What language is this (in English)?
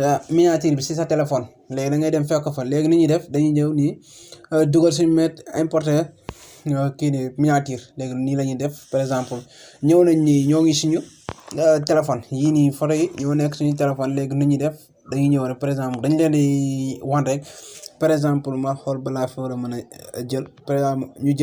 Wolof